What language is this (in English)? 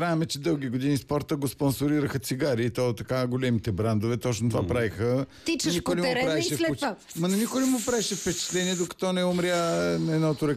Bulgarian